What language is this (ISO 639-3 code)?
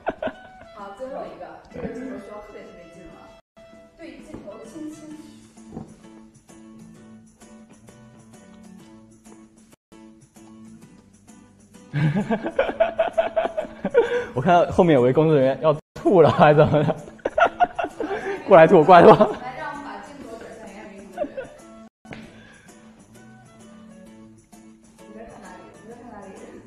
zho